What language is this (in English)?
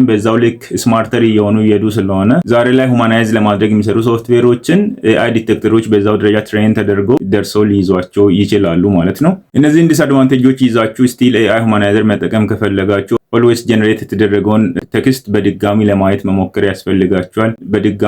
Amharic